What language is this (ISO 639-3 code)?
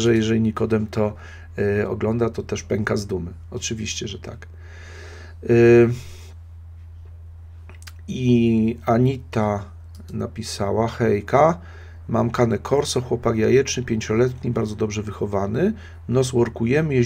pol